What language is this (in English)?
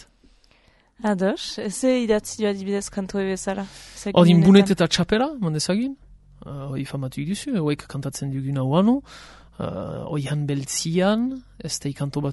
Basque